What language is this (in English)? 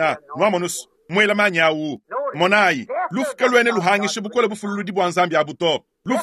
Luba-Lulua